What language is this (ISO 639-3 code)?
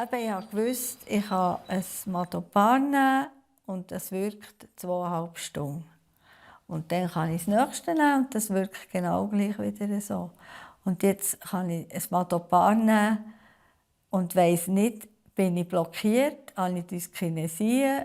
gsw